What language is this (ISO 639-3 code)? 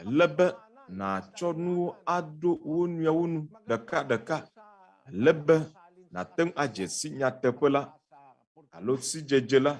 ewe